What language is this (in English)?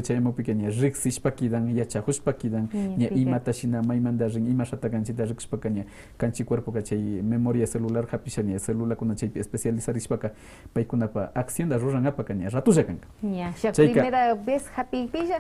Quechua